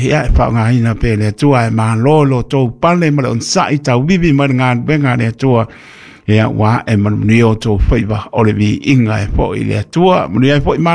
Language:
Samoan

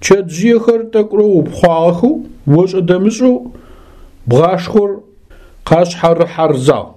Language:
Adyghe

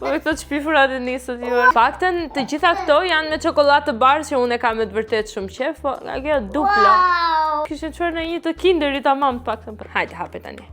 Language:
Albanian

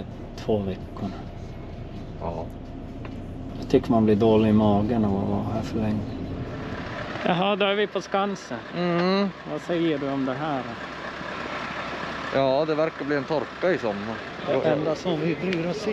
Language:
Swedish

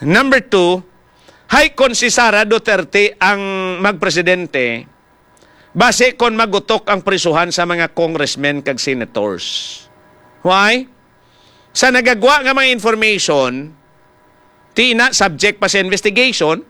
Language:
Hiligaynon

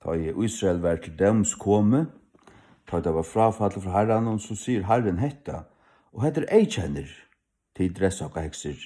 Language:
Faroese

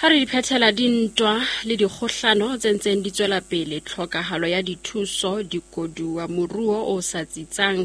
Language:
Southern Sotho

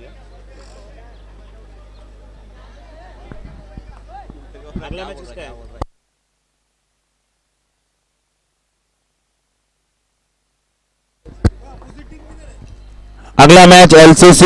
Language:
Hindi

